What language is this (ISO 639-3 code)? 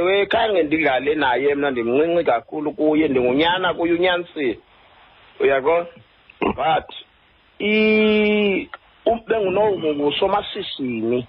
xho